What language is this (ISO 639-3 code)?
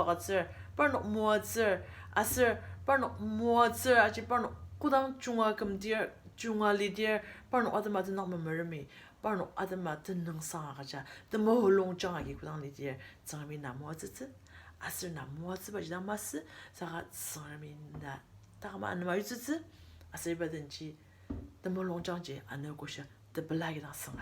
njo